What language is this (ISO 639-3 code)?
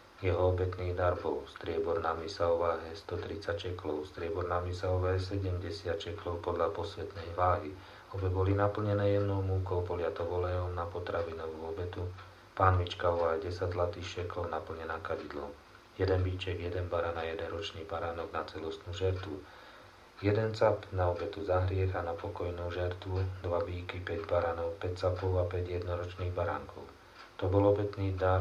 slk